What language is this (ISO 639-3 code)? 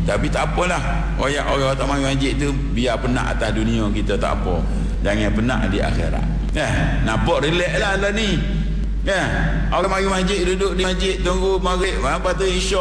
msa